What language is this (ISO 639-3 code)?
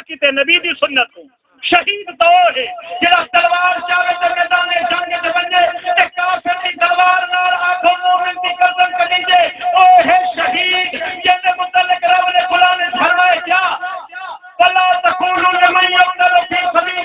skr